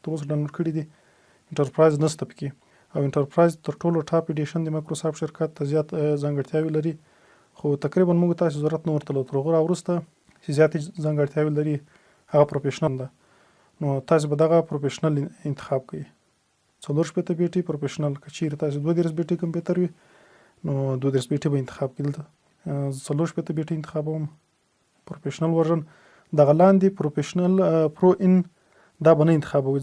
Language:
Pashto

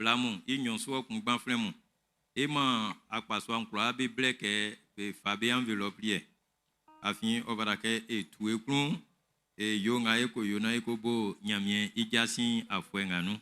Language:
Baoulé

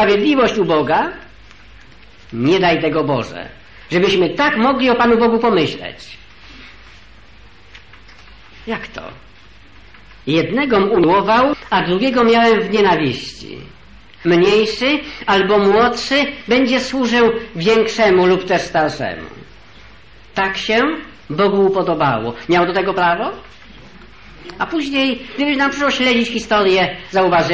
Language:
Polish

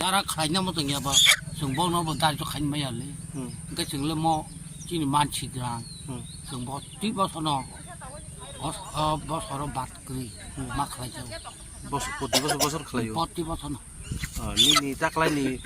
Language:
Kok Borok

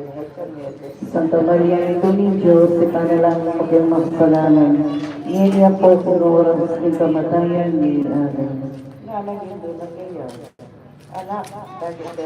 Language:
Pampanga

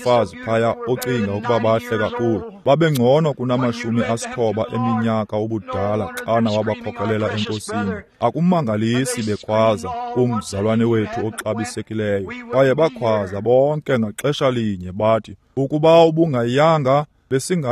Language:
Xhosa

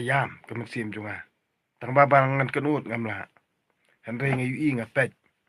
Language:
Khasi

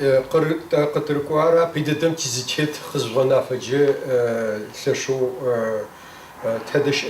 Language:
Kabardian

